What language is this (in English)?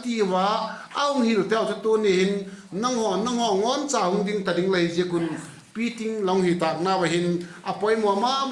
Vaiphei